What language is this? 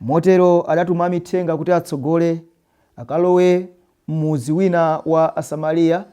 Nyanja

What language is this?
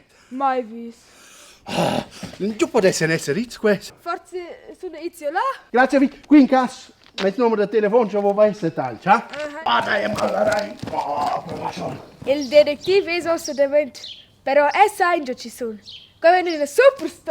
Romansh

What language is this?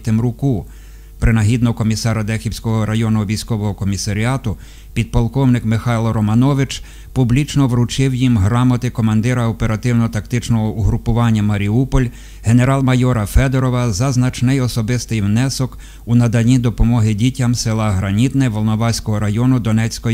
Ukrainian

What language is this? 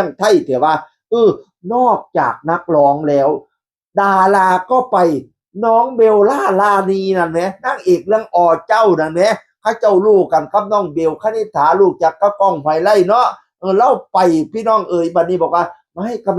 Northeastern Thai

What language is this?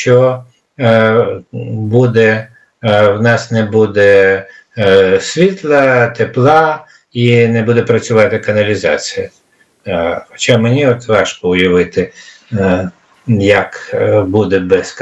Ukrainian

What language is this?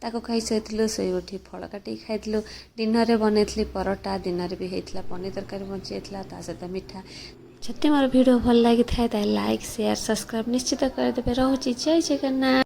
Odia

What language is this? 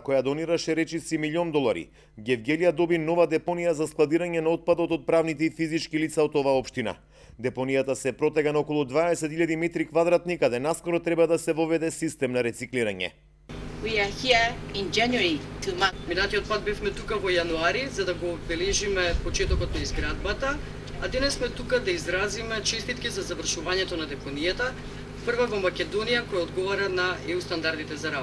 Macedonian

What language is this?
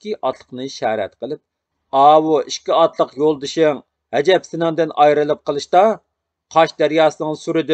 Uyghur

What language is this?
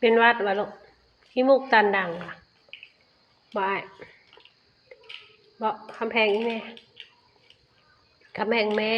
Lao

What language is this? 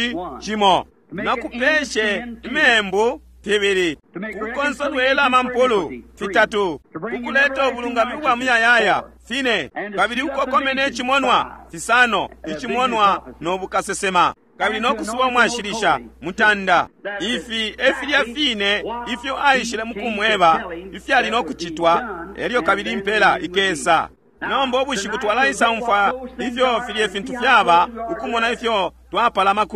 Bemba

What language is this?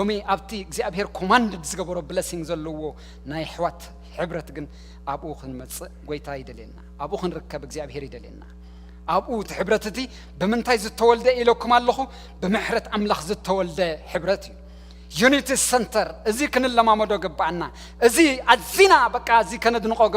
Tigrinya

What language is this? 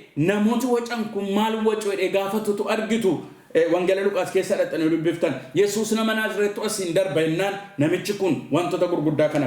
Oromo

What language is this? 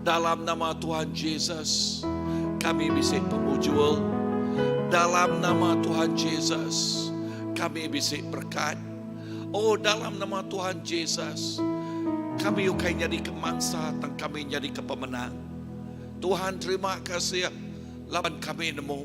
Iban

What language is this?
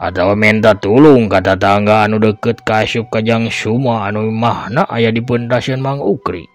Sundanese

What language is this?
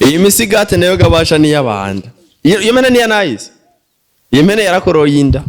Rundi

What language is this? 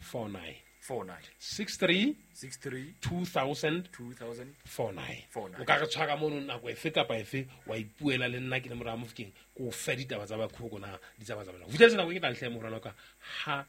Southern Sotho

